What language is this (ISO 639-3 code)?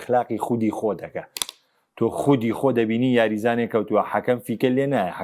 ckb